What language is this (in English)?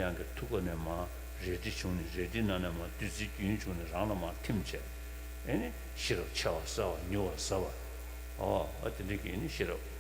Tibetan